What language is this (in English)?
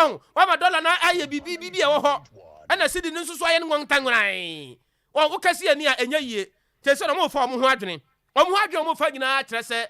Akan